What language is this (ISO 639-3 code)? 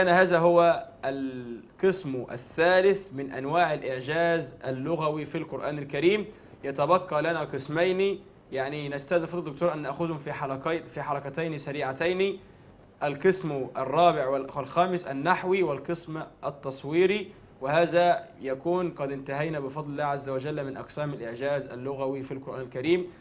ara